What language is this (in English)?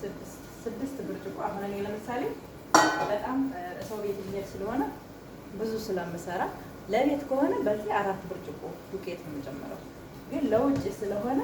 Amharic